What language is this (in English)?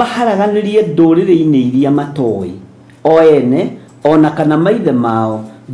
Kikuyu